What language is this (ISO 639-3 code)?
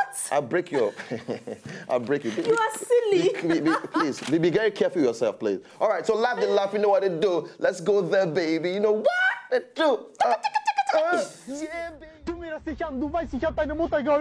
pcm